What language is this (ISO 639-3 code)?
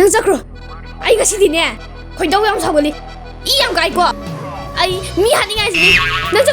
mni